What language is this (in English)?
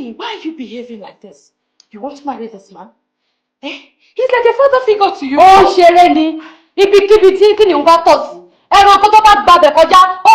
Yoruba